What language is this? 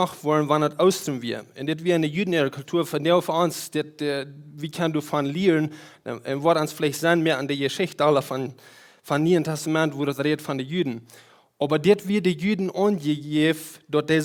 Plautdietsch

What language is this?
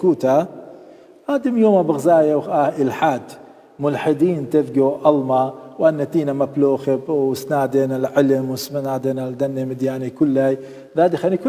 Assyrian Neo-Aramaic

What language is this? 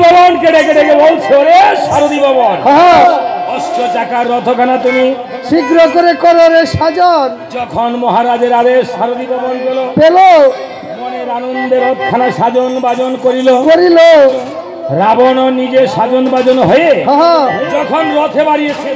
Bangla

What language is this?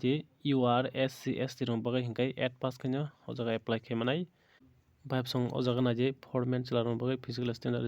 Kok Borok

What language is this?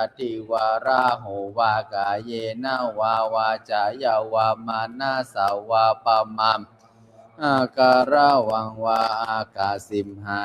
Pali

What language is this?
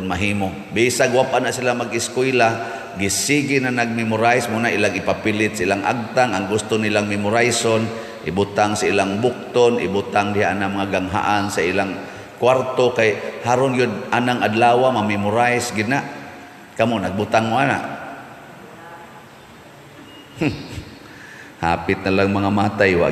Cebuano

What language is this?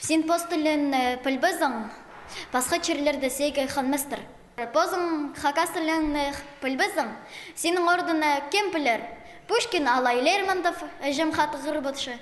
Khakas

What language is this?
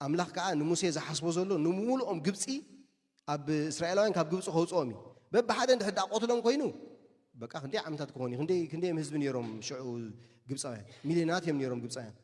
Tigrinya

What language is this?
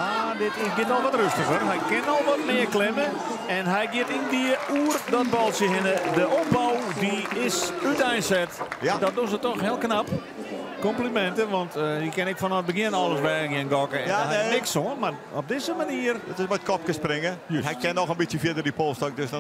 Western Frisian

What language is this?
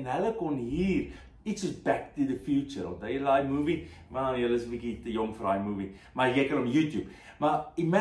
Afrikaans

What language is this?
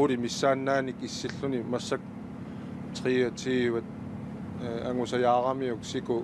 Kalaallisut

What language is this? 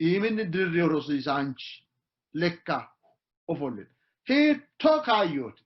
Sidamo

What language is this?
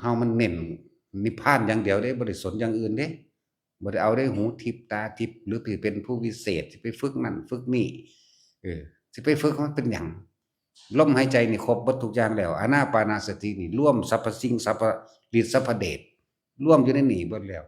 Lao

